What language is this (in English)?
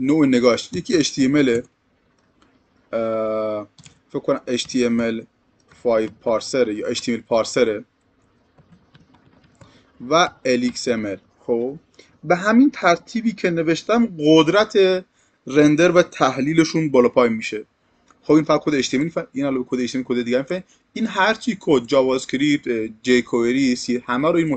Persian